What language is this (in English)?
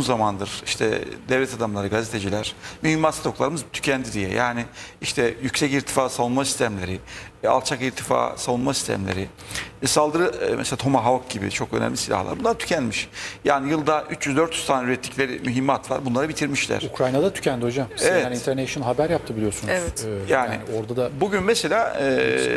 Turkish